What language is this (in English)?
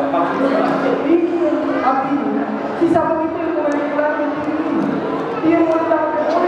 Betawi